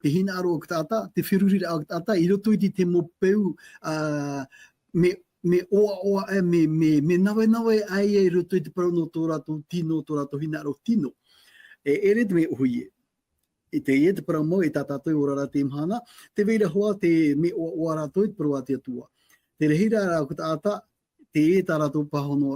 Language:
Tahitian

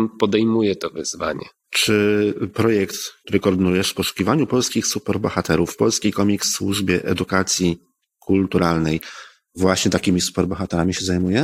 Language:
Polish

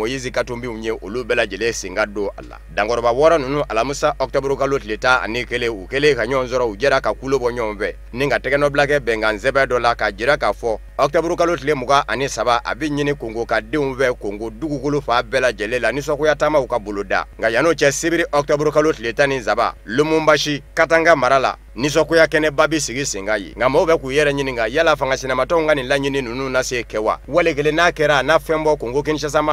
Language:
Bambara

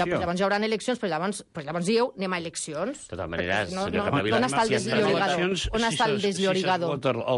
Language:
Catalan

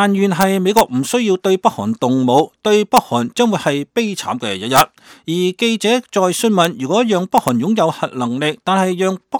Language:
Cantonese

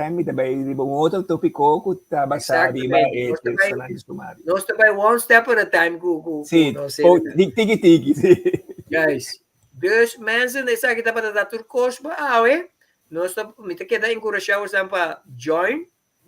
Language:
Papiamento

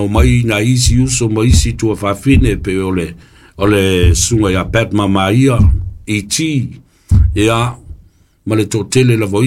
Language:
Samoan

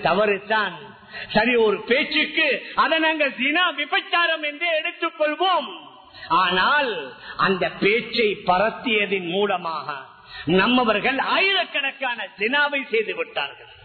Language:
Tamil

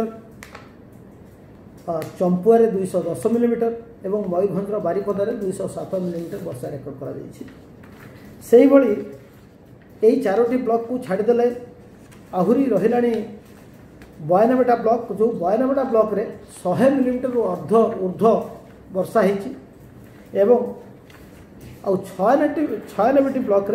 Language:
Odia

